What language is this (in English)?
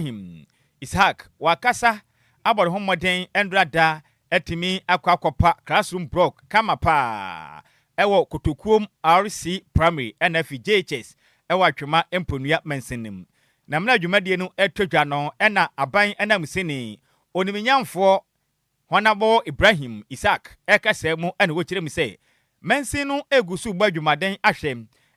Akan